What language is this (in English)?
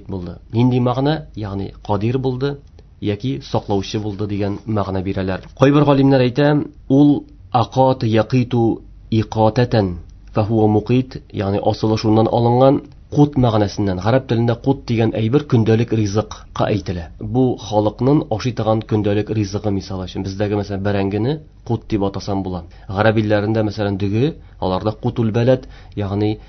Tatar